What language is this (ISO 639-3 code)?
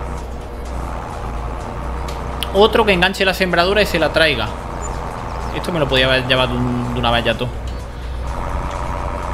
spa